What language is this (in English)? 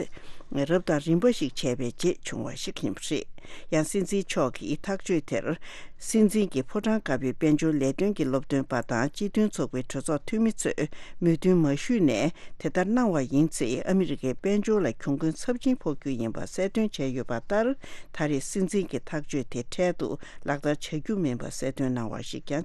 Tibetan